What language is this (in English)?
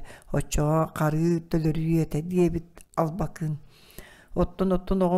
Yakut